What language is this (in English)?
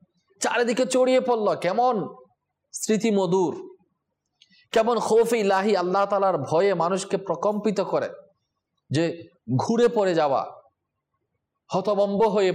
Bangla